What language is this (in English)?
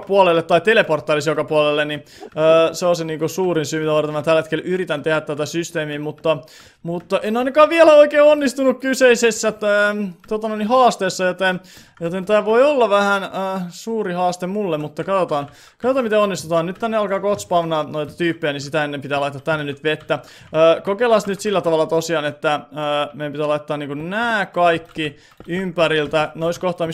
Finnish